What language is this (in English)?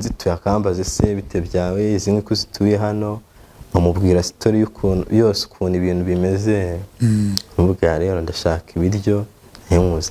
Kinyarwanda